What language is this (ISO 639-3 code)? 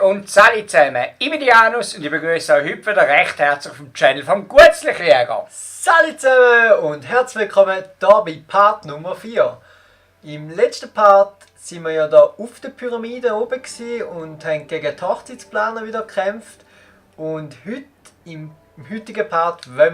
gsw